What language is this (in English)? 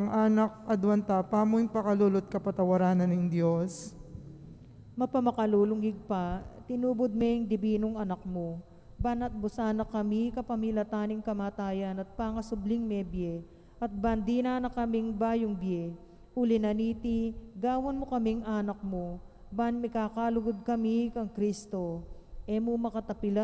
Pampanga